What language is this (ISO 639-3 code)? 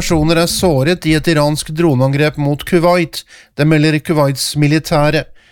nor